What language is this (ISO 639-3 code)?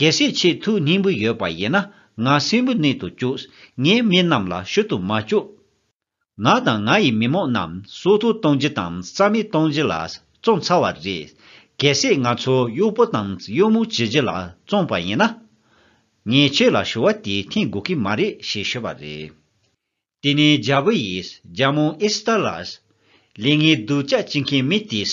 bod